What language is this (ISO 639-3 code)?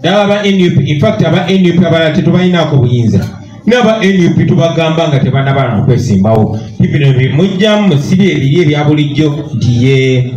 lug